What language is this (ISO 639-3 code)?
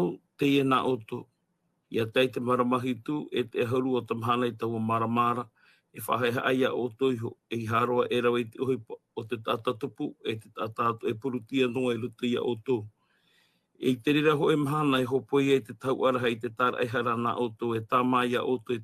tah